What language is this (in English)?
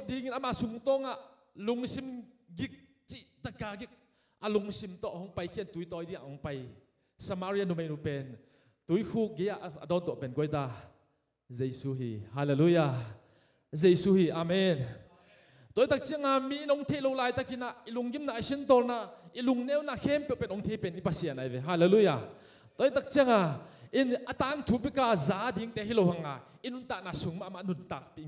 Tedim Chin